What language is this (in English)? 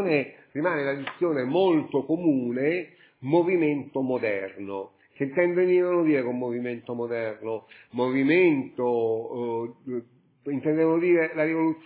Italian